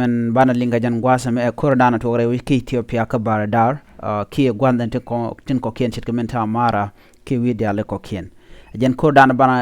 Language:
Nuer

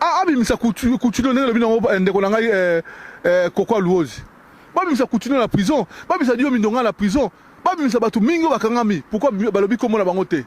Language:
Lingala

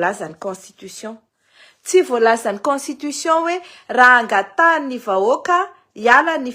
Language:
Malagasy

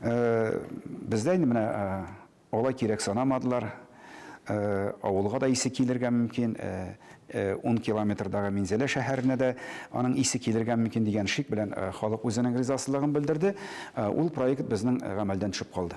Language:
Tatar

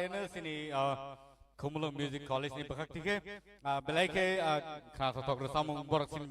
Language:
Kok Borok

